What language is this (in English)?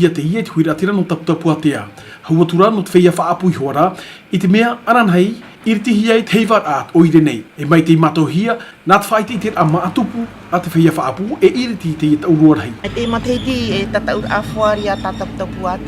Tahitian